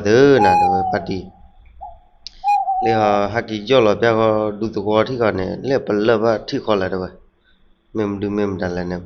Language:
S'gaw Karen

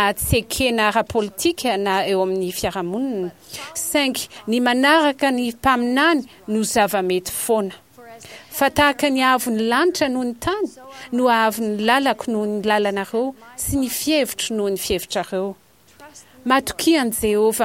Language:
Malagasy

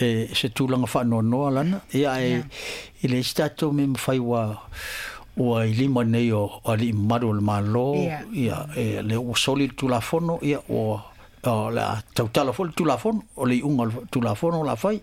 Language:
Samoan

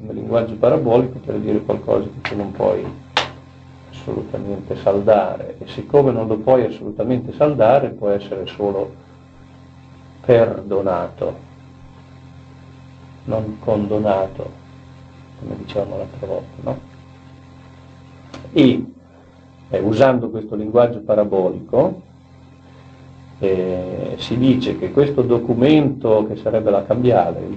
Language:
Italian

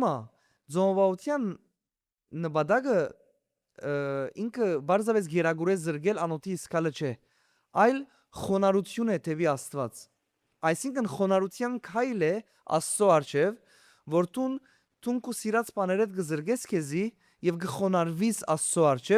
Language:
Western Armenian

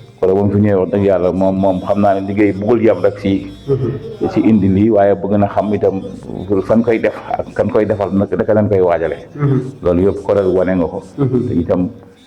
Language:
Wolof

